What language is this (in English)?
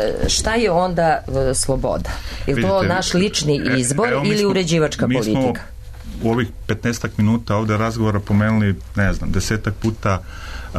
Serbian